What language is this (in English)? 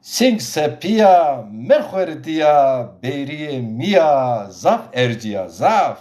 Zaza